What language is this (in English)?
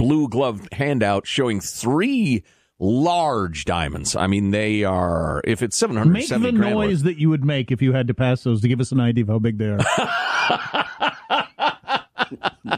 English